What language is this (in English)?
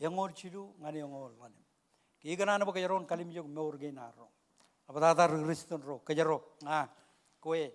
Marshallese